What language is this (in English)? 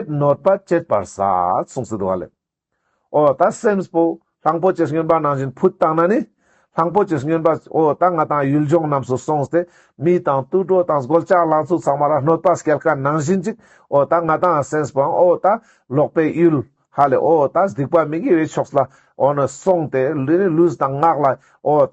Ladakhi